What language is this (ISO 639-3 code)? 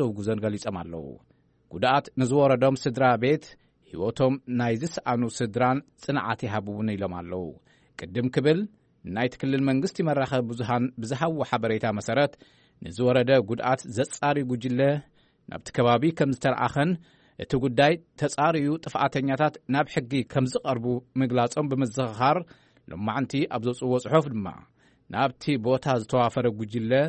tir